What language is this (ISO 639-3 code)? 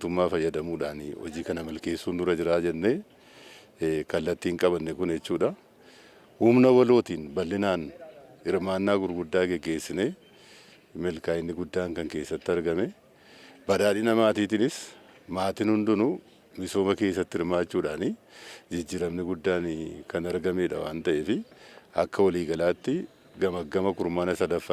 orm